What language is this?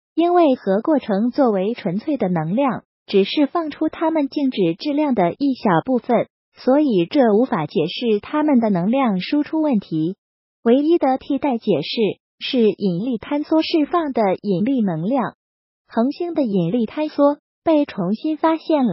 Chinese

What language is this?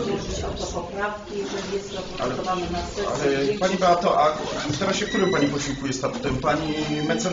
Polish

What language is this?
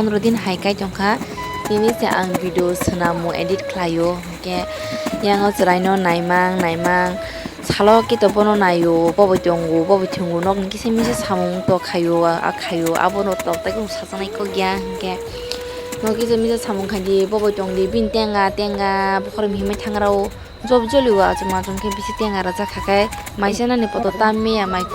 Kok Borok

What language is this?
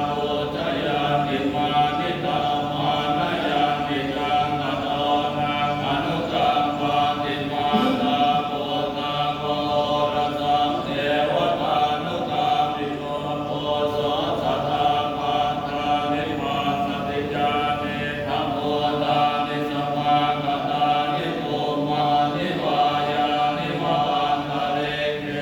Pali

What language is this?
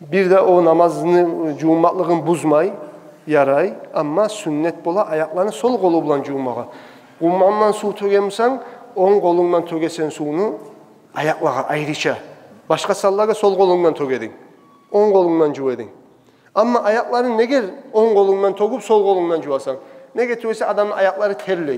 Kumyk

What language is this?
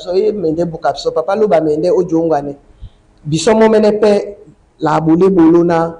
Duala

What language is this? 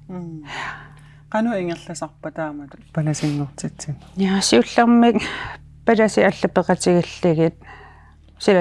Kalaallisut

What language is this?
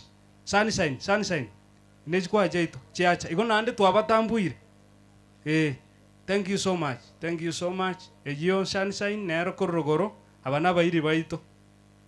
Gusii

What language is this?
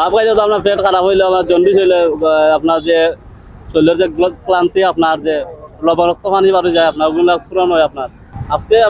Sylheti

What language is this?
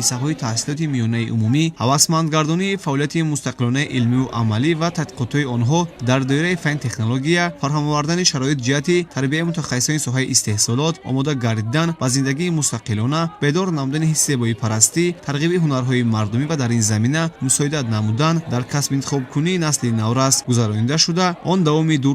Tajik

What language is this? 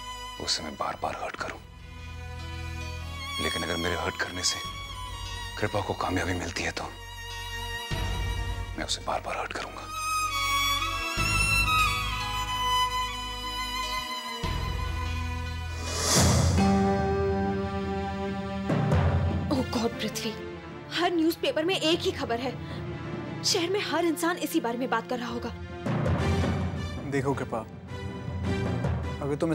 Hindi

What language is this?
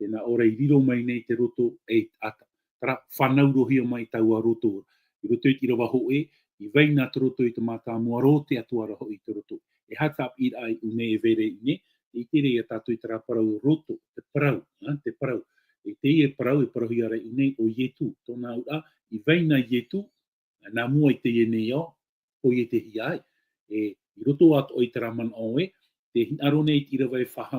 Tahitian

